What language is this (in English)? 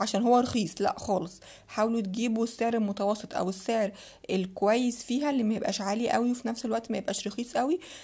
Egyptian Arabic